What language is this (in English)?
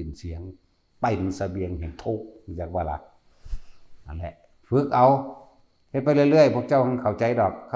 Northeastern Thai